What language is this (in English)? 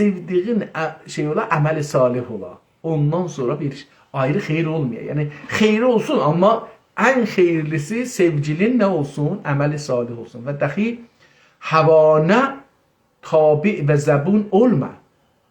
South Azerbaijani